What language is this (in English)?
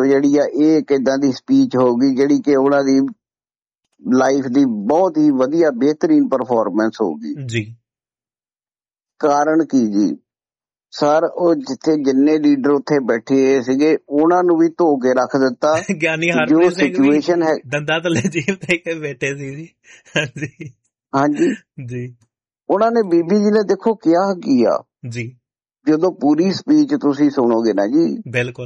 Punjabi